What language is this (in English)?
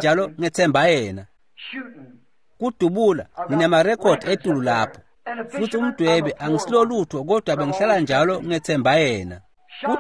Swati